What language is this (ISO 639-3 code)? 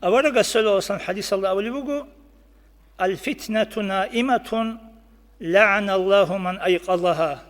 ava